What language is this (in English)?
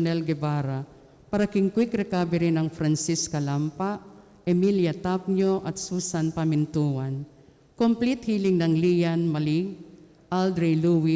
Pampanga